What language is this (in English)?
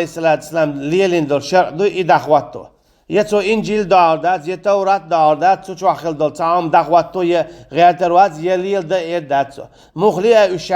Chechen